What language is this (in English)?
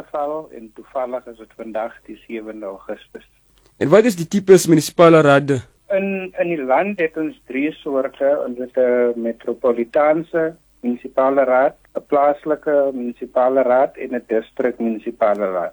Afrikaans